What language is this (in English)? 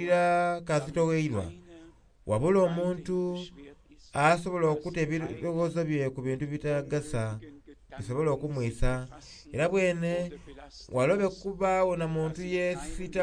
Soga